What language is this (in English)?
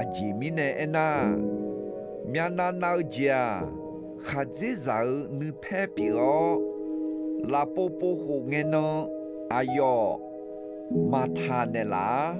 Akha